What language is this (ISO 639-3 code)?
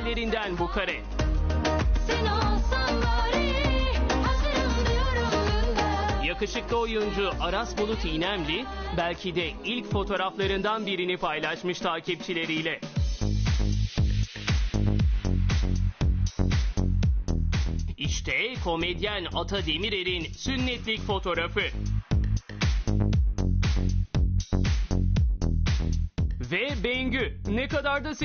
tur